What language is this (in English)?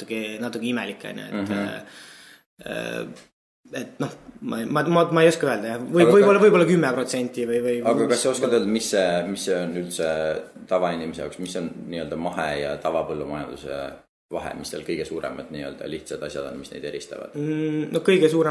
Estonian